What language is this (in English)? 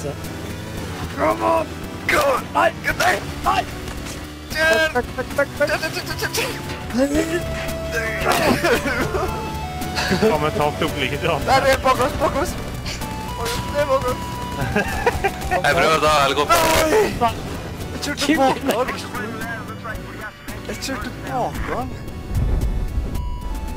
Norwegian